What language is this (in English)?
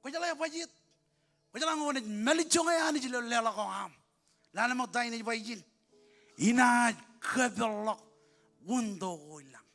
Marshallese